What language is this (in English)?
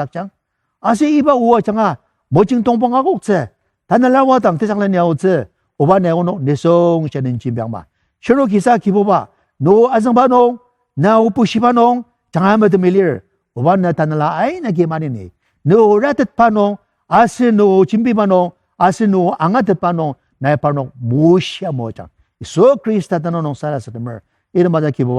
Ao Naga